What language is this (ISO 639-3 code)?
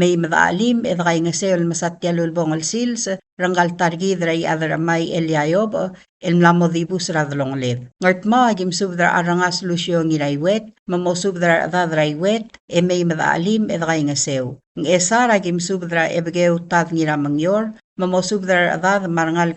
pau